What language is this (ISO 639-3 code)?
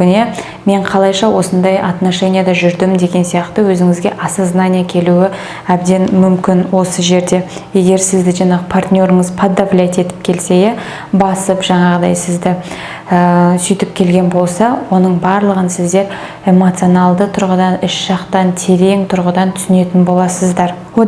kaz